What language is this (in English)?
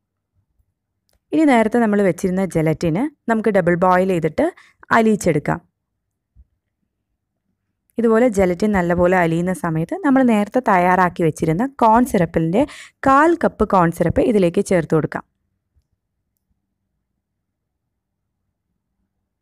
Malayalam